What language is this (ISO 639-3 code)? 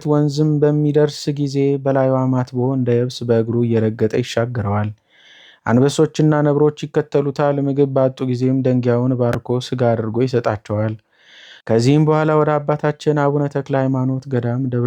amh